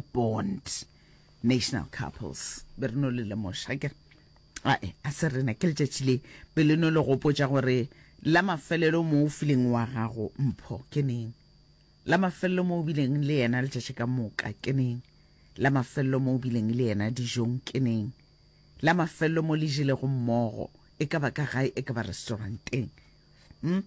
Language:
Northern Sotho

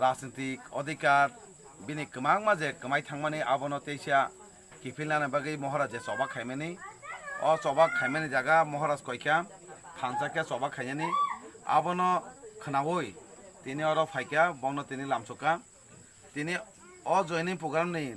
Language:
Kok Borok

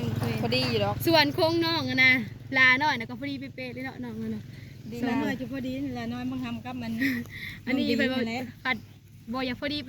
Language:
Northeastern Thai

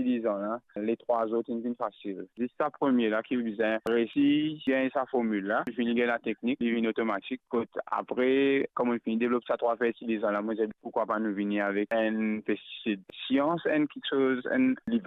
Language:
Morisyen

